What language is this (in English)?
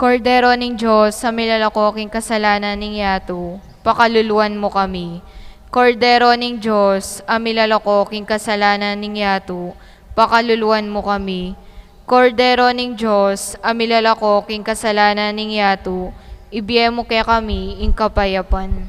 Pampanga